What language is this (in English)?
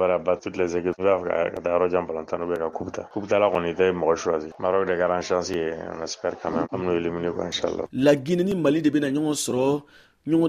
Bambara